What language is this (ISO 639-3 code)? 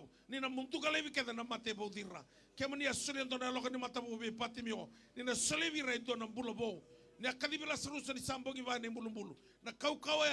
fij